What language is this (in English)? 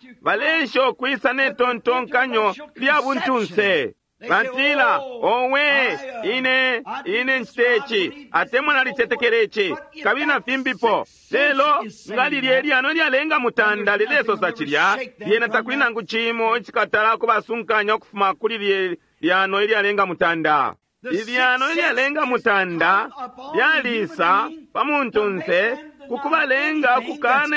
Bemba